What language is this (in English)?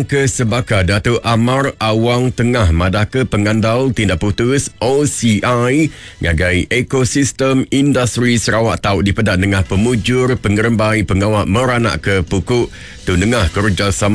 Iban